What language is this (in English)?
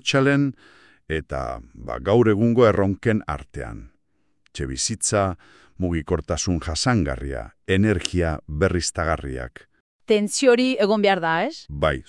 Basque